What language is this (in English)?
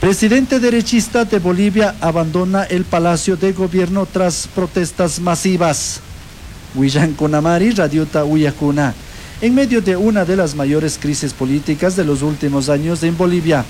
Chimborazo Highland Quichua